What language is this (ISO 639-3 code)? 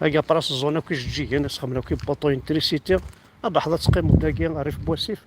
kab